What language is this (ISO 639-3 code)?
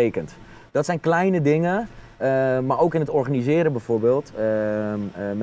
nld